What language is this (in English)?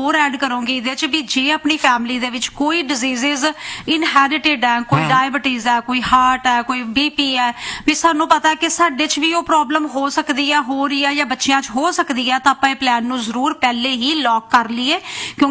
Punjabi